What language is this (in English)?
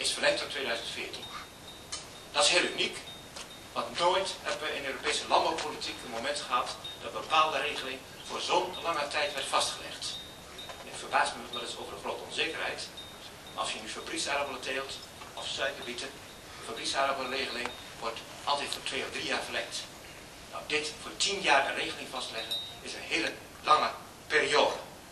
Dutch